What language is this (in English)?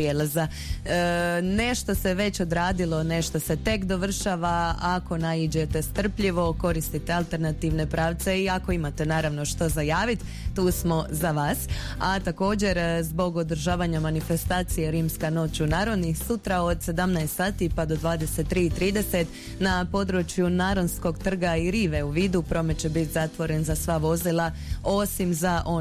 Croatian